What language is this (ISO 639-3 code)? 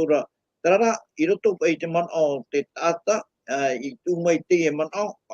tah